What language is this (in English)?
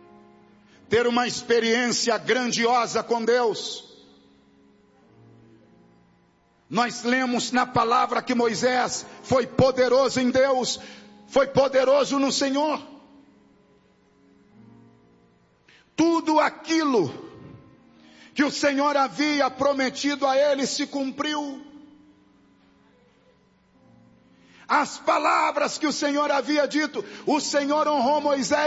Portuguese